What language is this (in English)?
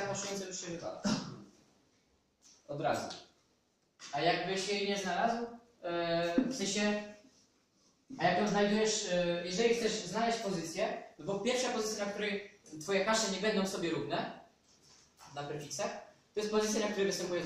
Polish